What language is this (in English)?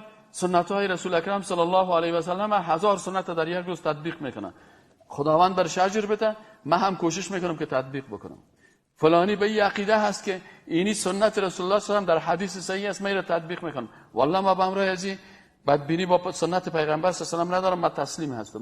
Persian